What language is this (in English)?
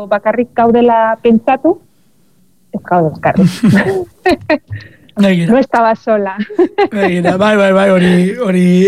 Basque